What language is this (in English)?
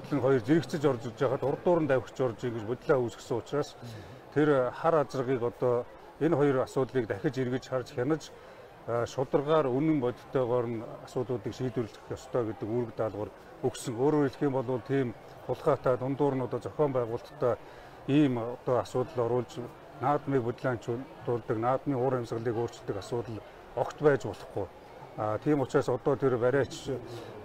Mongolian